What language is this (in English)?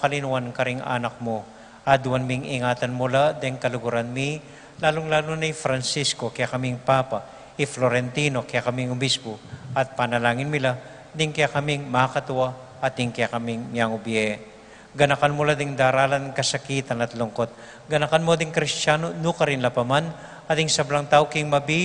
Pampanga